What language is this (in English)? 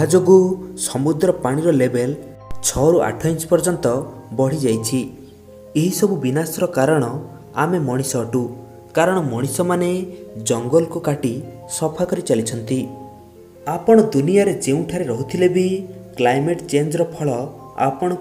Odia